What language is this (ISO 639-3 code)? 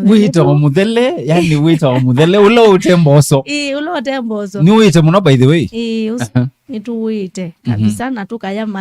kam